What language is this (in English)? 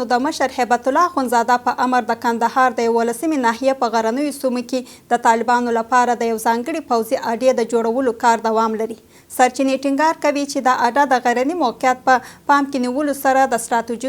Pashto